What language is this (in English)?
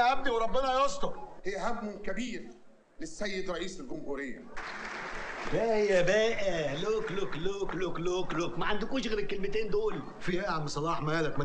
Egyptian Arabic